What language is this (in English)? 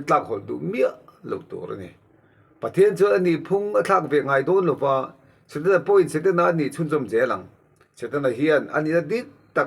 Mizo